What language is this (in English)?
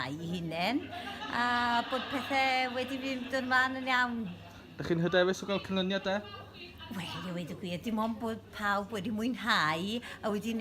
Welsh